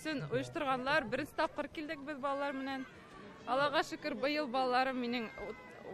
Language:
Bashkir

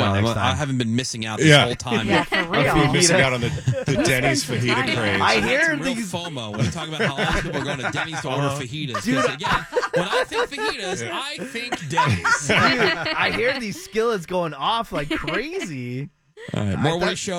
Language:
English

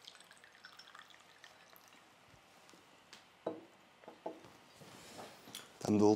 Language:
Kazakh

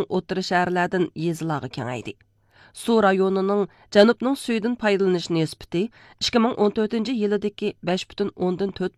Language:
Uyghur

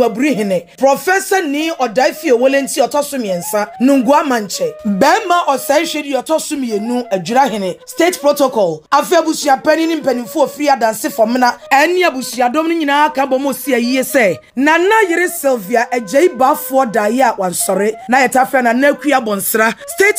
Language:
Akan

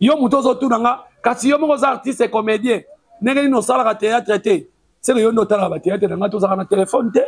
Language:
Lingala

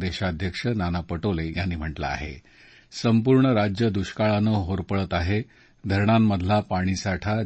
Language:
Marathi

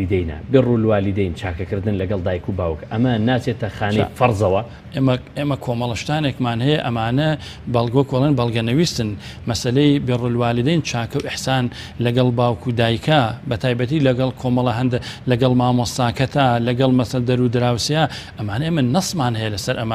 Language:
Central Kurdish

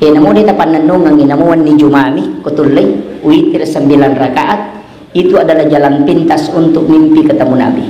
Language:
Buginese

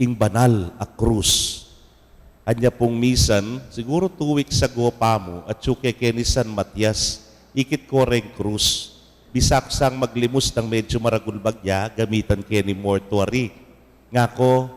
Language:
Pampanga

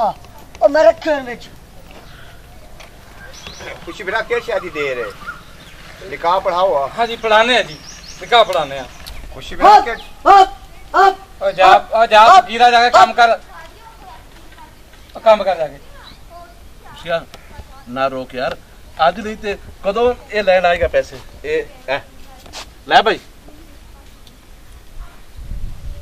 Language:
Punjabi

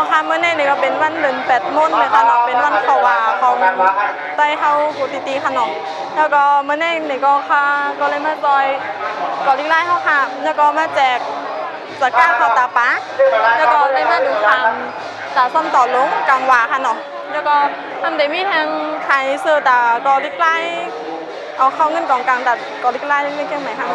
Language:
Shan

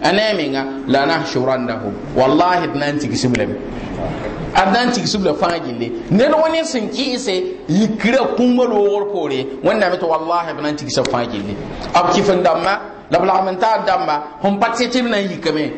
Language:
Mossi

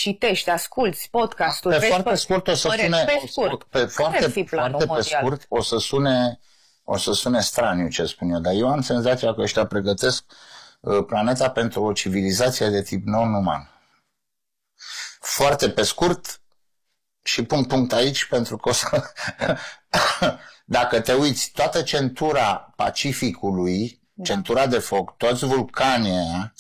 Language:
Romanian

